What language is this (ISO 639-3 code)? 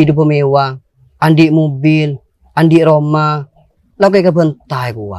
mad